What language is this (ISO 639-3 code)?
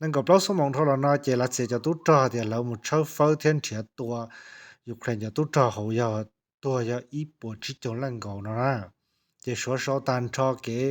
hmn